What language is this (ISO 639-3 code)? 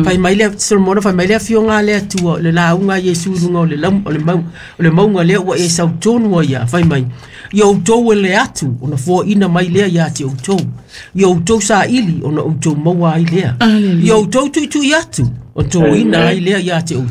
smo